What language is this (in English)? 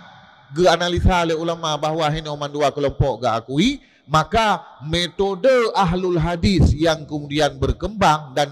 Achinese